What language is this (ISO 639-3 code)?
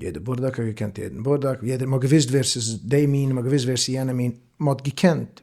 yid